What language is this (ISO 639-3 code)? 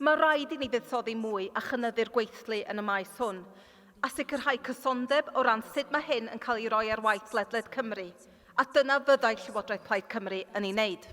cym